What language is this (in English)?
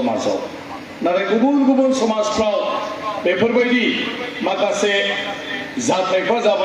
Bodo